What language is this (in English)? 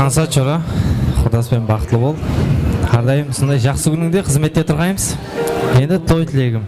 Kara-Kalpak